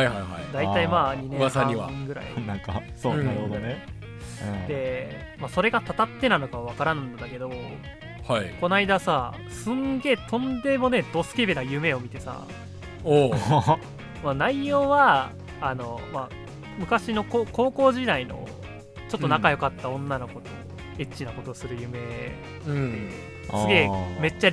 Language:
Japanese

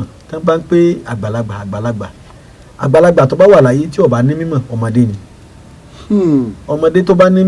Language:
Yoruba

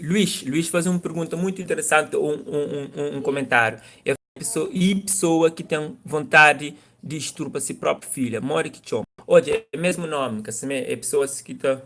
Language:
Kabuverdianu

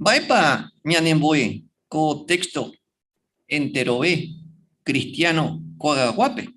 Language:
Guarani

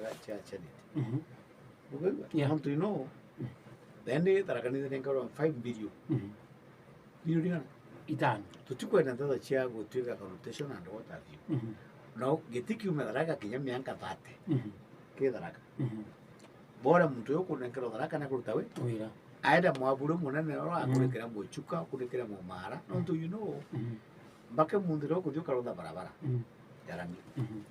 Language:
Meru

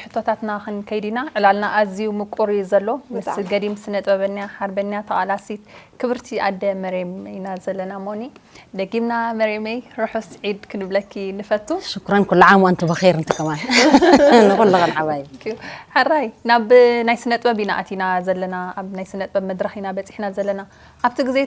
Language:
Tigrinya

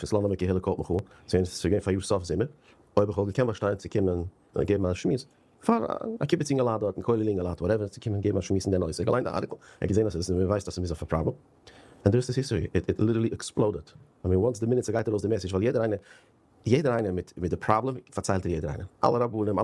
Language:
Yiddish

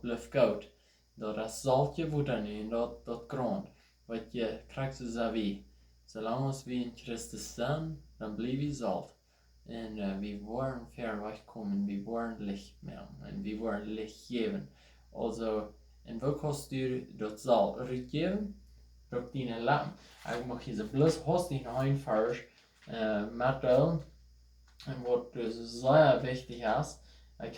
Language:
Plautdietsch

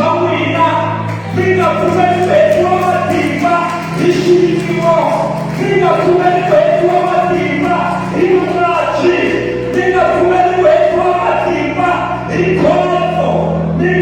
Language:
Tsonga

